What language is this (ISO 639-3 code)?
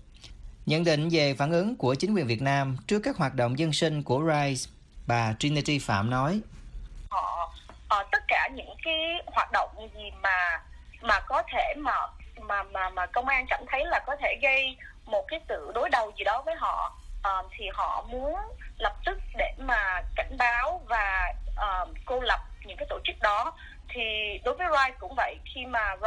vie